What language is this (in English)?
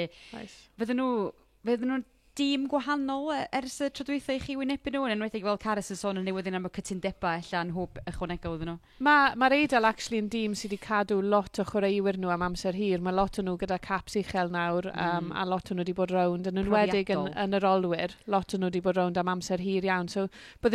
Welsh